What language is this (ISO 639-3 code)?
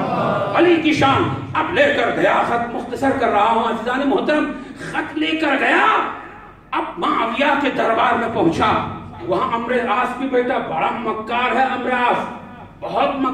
urd